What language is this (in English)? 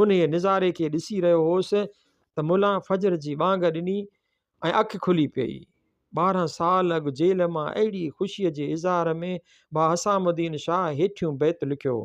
Sindhi